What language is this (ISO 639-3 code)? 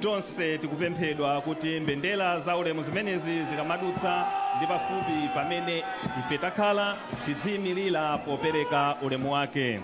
nya